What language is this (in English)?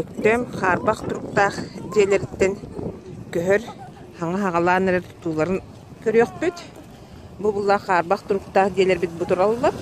Yakut